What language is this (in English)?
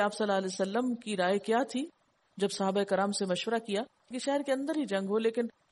Urdu